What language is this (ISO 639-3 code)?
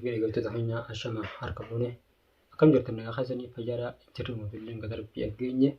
orm